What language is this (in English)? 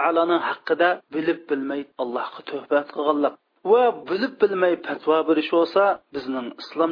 Uyghur